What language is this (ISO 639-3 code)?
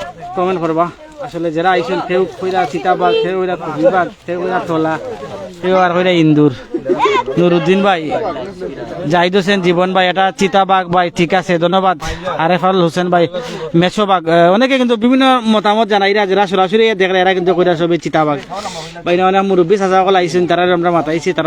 syl